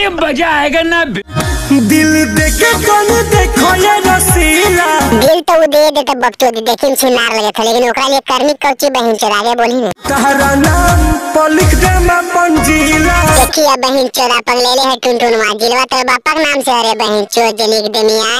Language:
Magahi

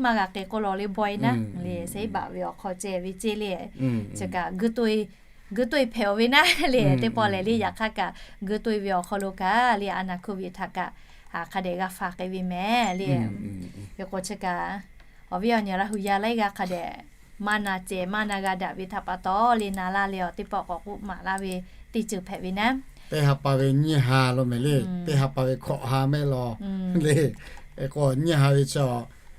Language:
Lahu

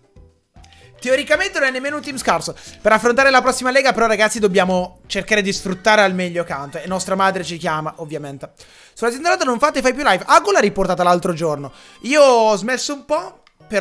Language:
Italian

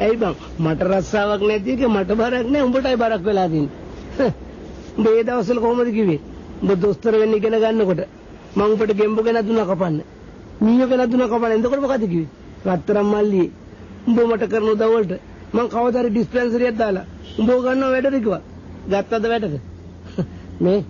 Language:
Sinhala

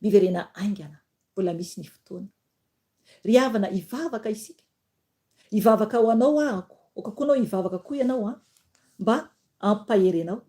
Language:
Malagasy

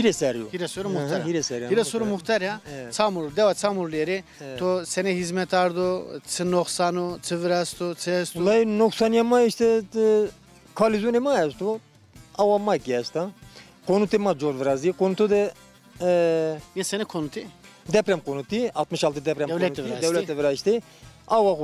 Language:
Zaza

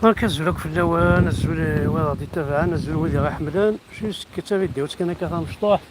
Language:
Kabyle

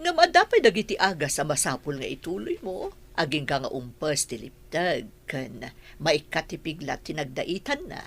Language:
Iloko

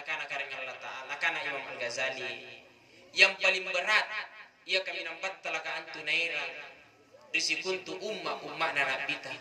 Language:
Makasar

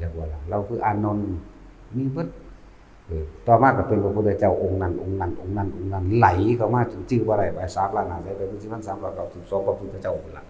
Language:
Northeastern Thai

